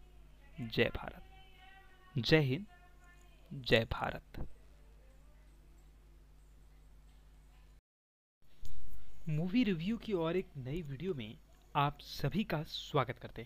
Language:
Hindi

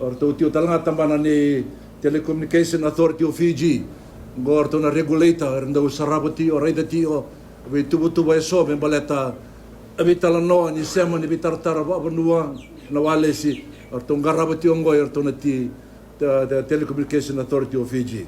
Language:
Fijian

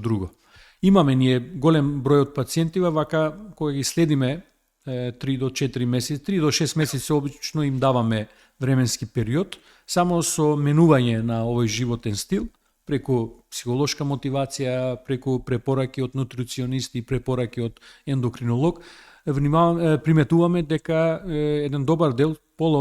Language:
Macedonian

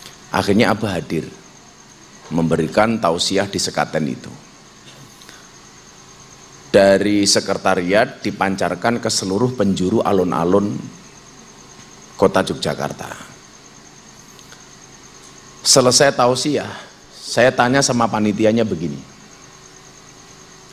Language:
Indonesian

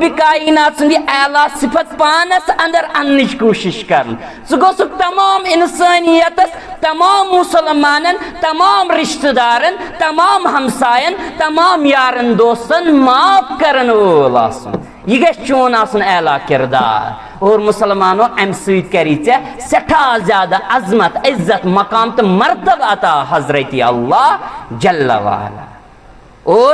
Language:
Kashmiri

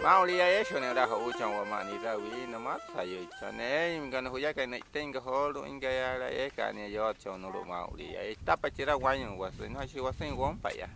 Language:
Wayuu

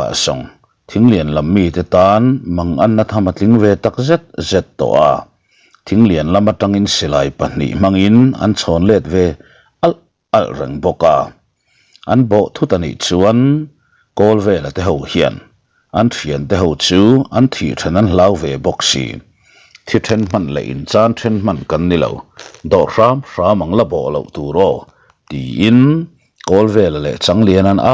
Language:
Mizo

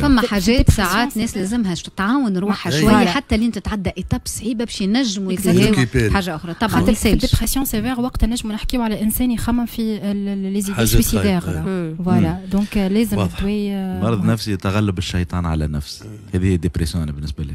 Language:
Tunisian Arabic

